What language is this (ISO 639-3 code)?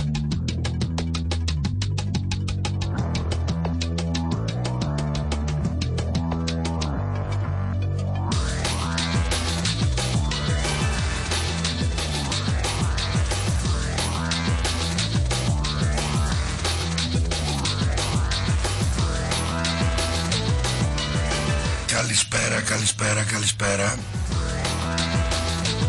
ell